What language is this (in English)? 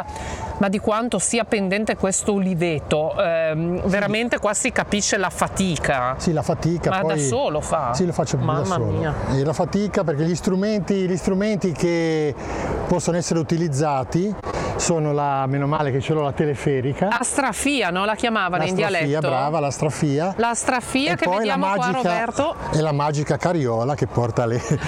Italian